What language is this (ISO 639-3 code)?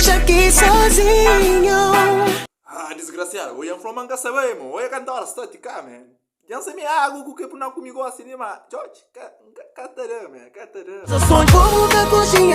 kea